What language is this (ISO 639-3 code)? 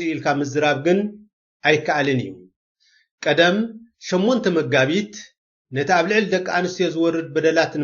tir